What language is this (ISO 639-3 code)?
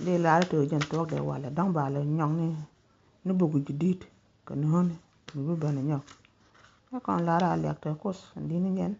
nus